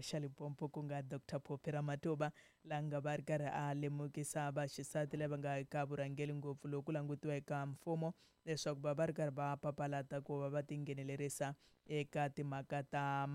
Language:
Tsonga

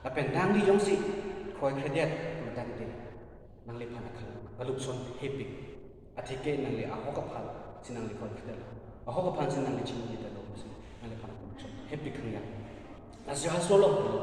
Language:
Karbi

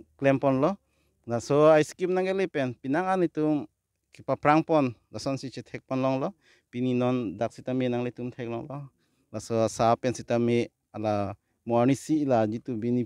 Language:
Karbi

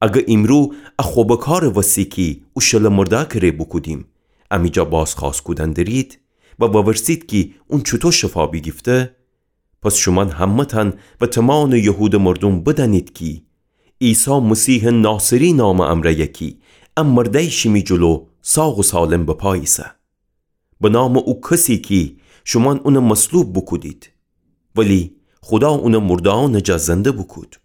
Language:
Gilaki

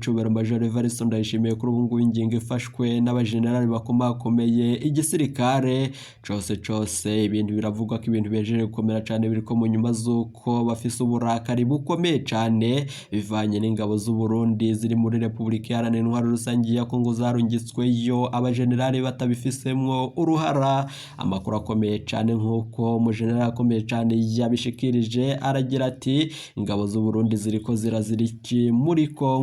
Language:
Rundi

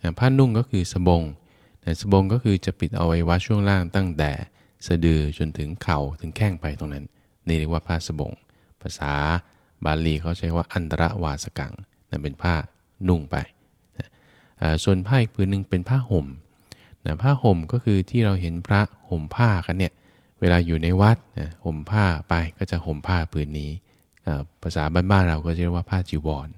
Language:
Thai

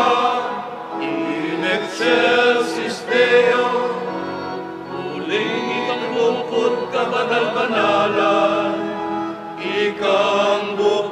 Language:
Pampanga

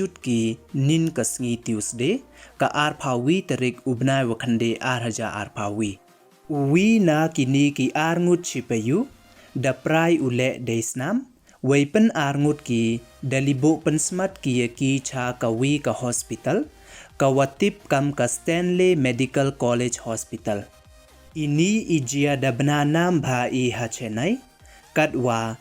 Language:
Pnar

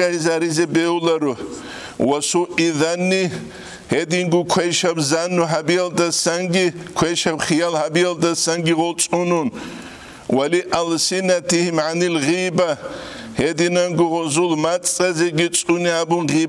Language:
Avaric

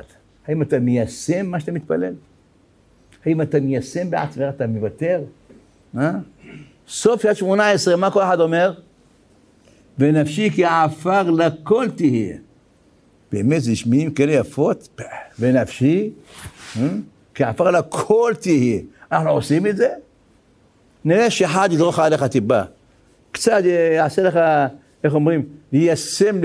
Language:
Hebrew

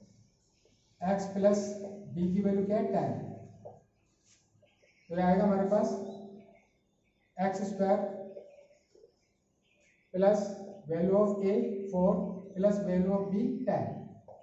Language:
Hindi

